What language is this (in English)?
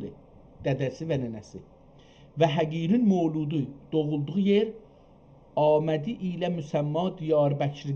South Azerbaijani